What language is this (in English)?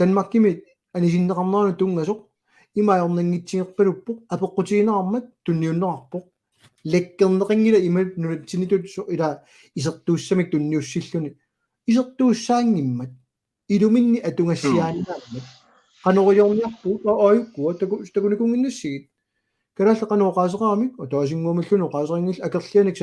Kalaallisut